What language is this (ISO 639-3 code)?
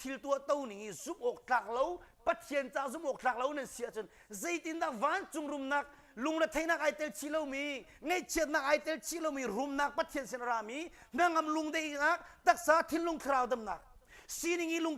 cnh